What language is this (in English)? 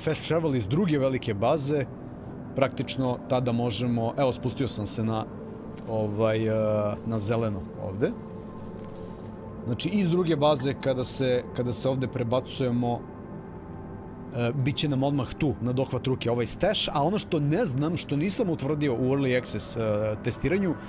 Serbian